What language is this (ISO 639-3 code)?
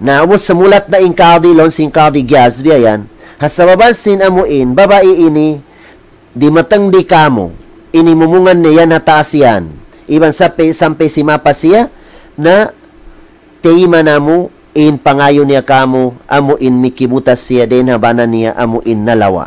tsg